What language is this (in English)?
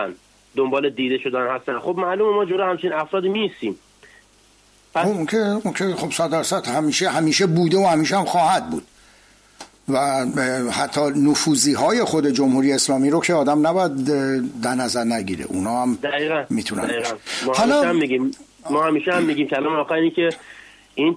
Persian